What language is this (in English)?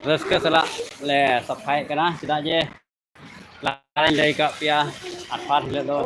Santali